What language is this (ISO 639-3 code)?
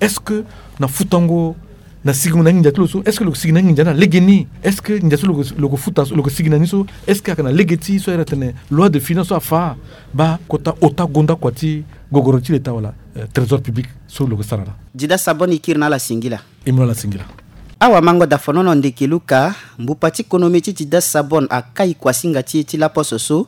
sag